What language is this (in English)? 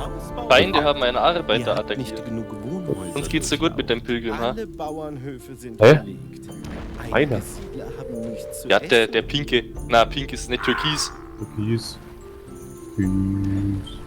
Bavarian